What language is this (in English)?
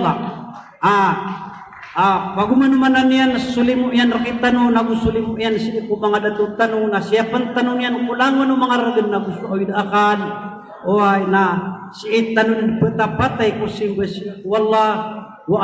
Maranao